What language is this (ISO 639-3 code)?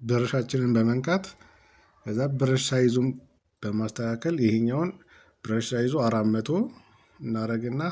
amh